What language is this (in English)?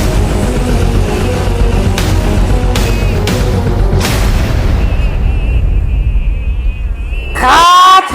Lao